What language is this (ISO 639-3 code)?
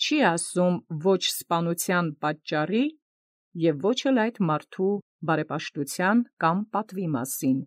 hye